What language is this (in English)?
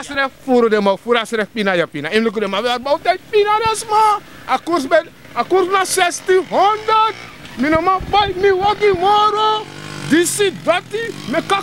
Sranan Tongo